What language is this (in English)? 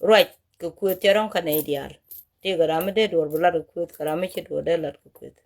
Nuer